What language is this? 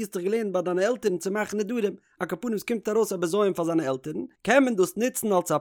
Yiddish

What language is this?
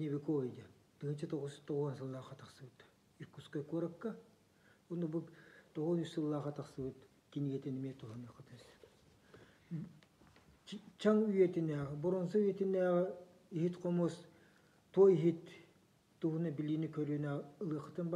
Yakut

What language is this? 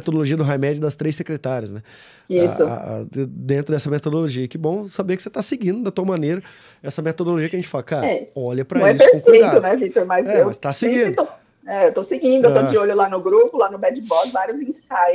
Portuguese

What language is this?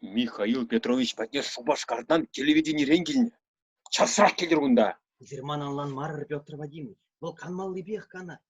Chuvash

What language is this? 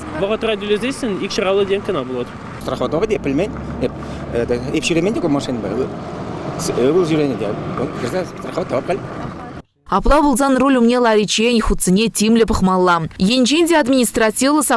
Chuvash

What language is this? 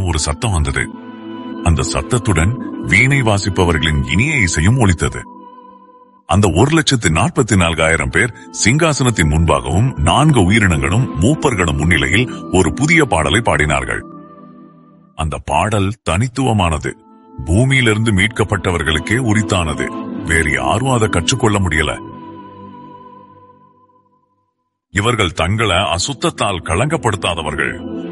Tamil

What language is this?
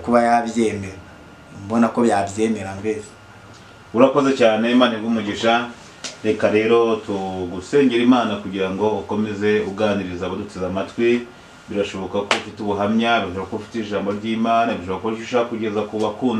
Kinyarwanda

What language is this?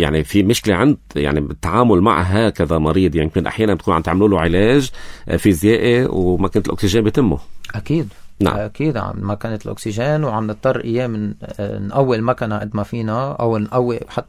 North Levantine Arabic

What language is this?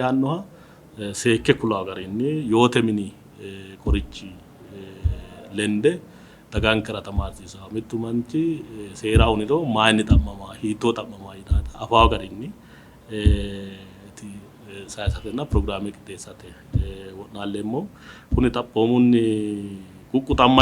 Sidamo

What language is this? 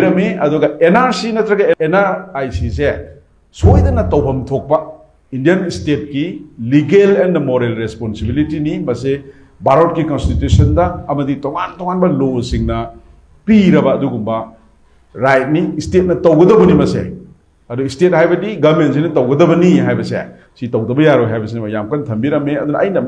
Manipuri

